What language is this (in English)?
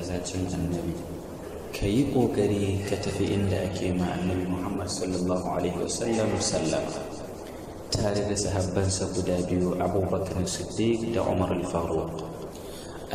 Hausa